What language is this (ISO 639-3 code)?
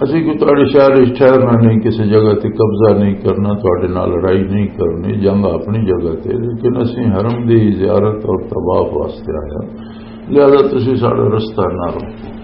lah